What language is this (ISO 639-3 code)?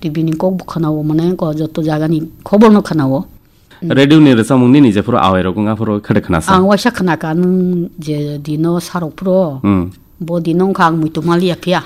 trp